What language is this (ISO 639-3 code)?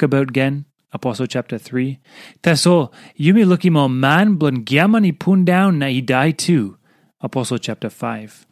tpi